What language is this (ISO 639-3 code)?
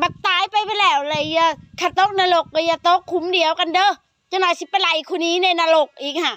tts